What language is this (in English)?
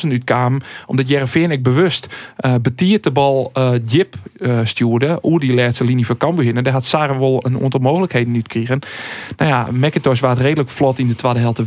Western Frisian